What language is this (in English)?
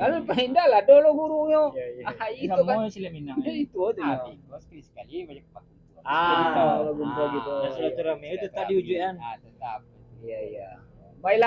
Minangkabau